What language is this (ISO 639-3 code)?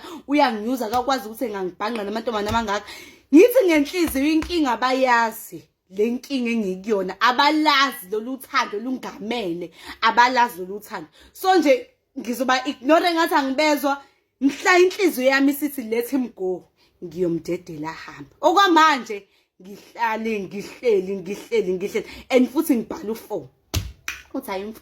zul